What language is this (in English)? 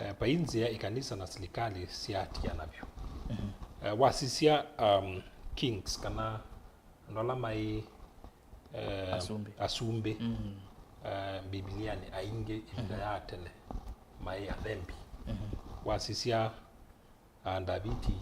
Kamba